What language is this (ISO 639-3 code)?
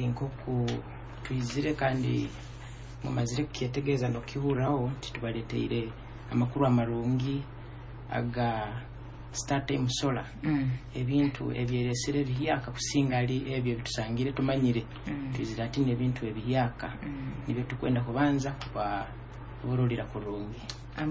nyo